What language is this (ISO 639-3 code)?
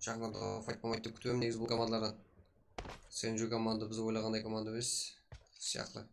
kaa